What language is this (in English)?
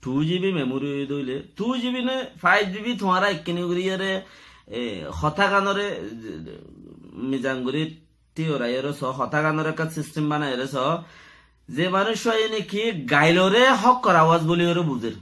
Rohingya